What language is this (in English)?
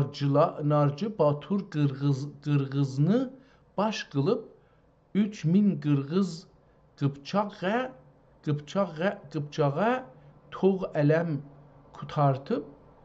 South Azerbaijani